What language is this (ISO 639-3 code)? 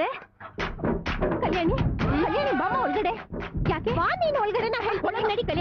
kan